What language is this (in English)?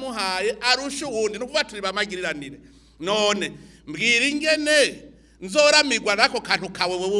Rundi